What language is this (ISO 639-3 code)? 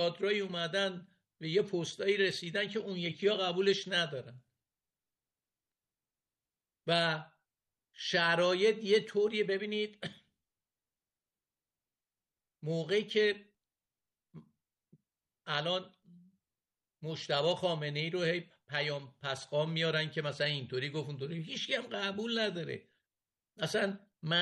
fas